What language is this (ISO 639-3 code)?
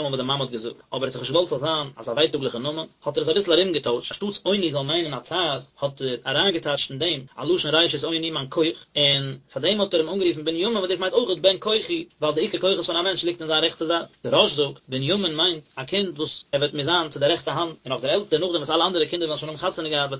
yid